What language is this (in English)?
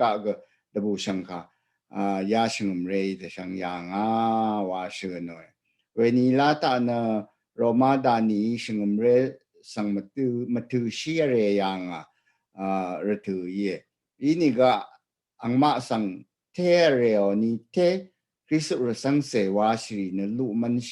Rawang